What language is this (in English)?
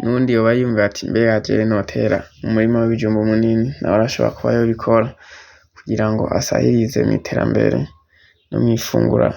Rundi